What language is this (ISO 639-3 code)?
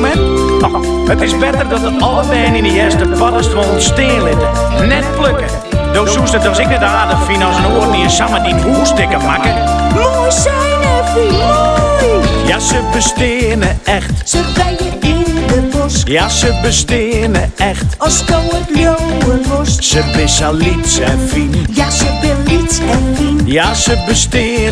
fry